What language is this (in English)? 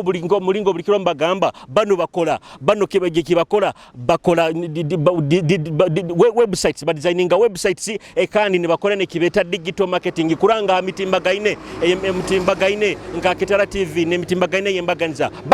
Nyoro